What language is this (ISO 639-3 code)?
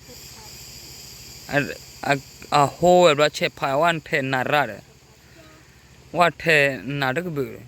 ksw